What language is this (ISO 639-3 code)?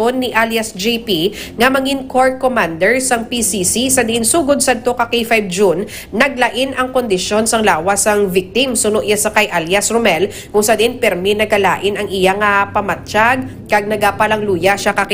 hil